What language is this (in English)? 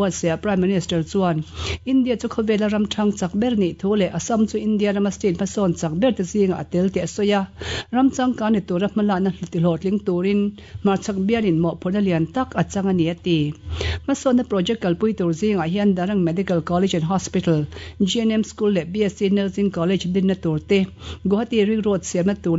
Mizo